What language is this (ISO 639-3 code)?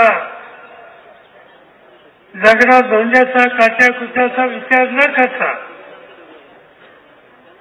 mar